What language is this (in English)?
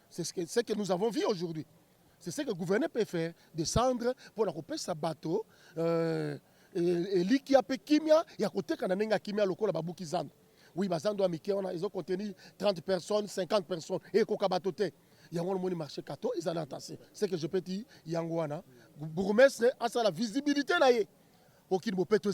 Lingala